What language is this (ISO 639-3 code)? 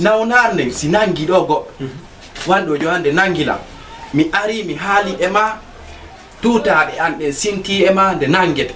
ful